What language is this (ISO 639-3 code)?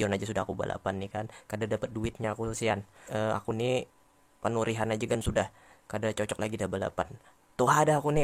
bjn